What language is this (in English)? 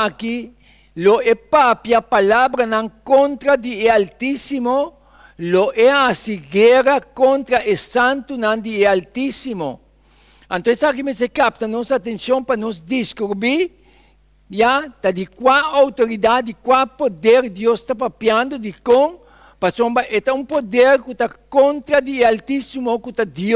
Papiamento